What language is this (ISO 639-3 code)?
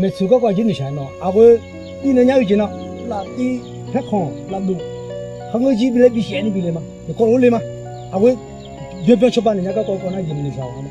ahk